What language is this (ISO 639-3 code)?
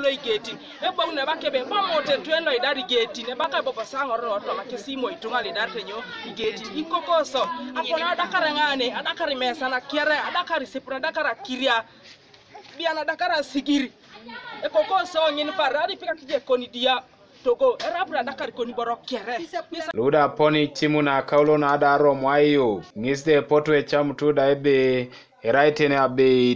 teo